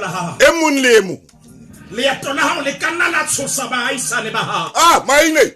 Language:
Southern Sotho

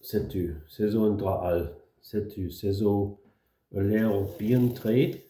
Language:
Breton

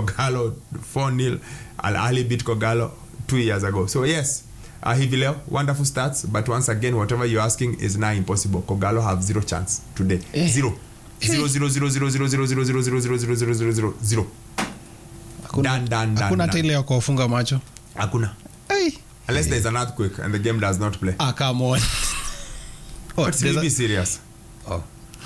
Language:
Swahili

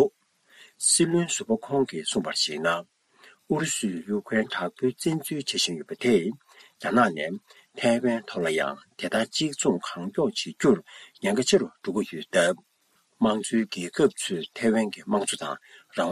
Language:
Tibetan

